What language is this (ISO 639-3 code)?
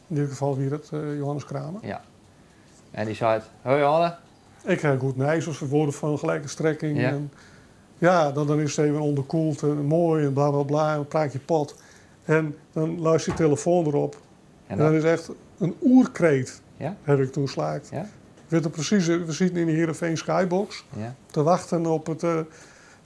fry